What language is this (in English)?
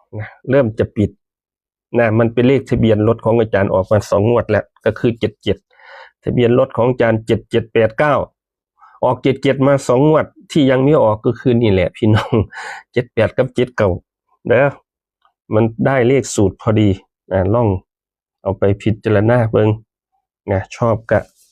Northeastern Thai